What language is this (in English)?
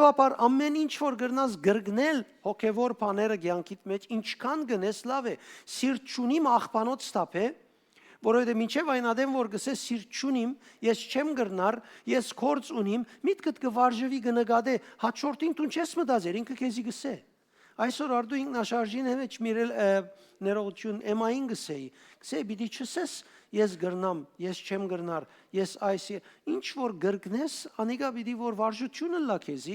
Western Armenian